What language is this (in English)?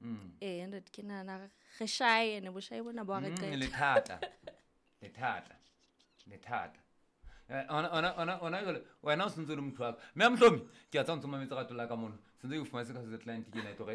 Southern Sotho